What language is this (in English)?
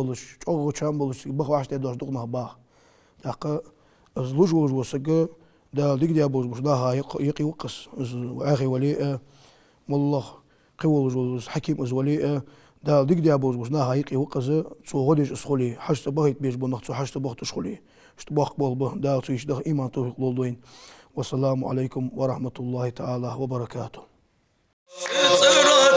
Ingush